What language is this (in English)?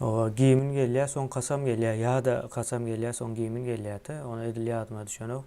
Turkmen